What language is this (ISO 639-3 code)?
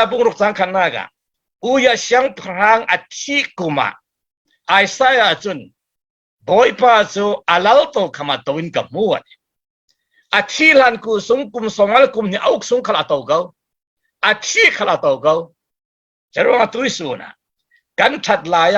cfm